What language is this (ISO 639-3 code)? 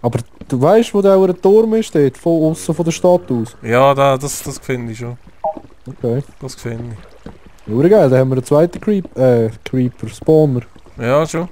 gsw